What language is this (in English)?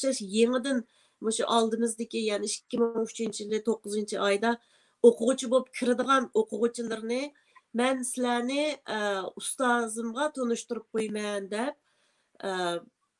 Uyghur